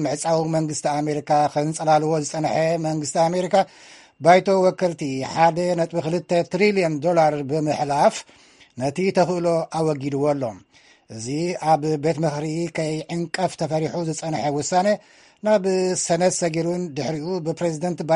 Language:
Tigrinya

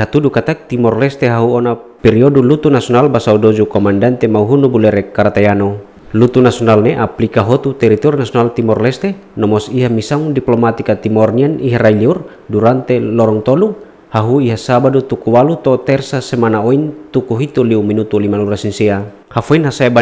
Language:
Tetum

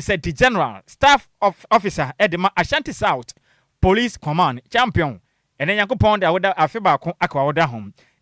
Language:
Akan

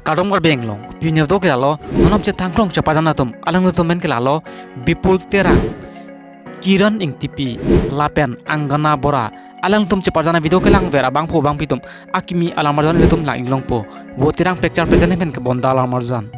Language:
Karbi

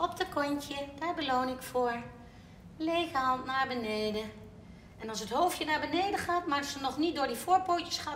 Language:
Dutch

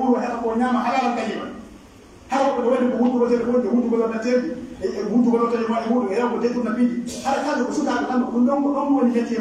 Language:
Pular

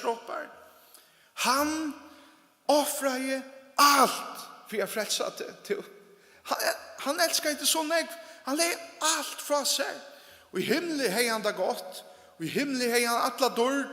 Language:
Faroese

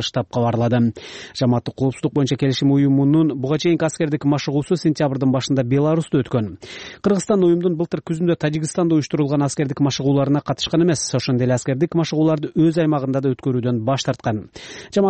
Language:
Kyrgyz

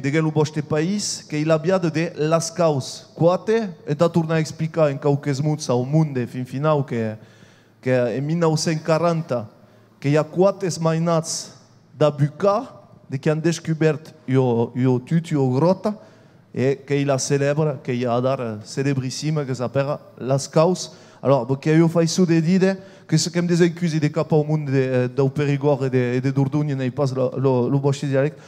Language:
Occitan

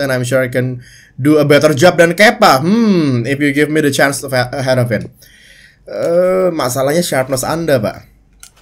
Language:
Indonesian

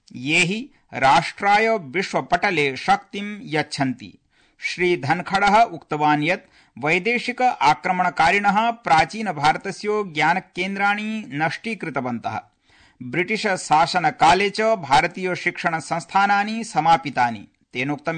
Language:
Sanskrit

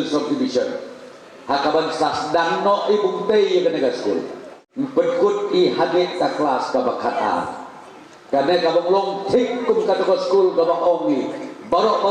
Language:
Khasi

